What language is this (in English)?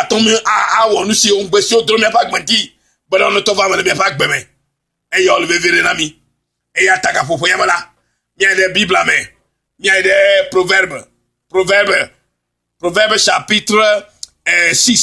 Ewe